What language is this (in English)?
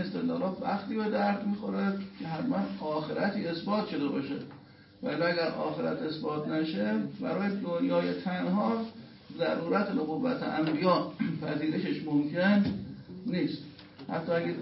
Persian